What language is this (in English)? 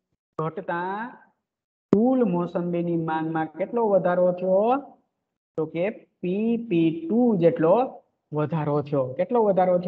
Gujarati